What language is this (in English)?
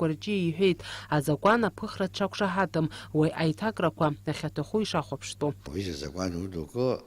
Abkhazian